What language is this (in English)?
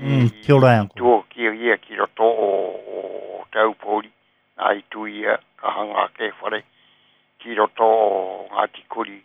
Māori